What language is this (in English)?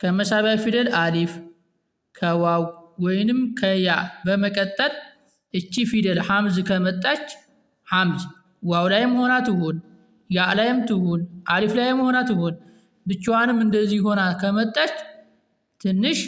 Amharic